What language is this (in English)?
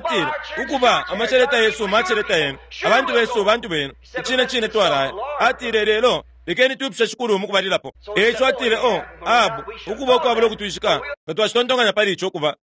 Bemba